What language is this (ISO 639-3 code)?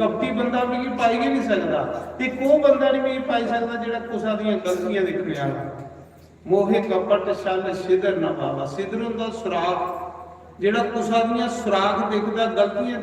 doi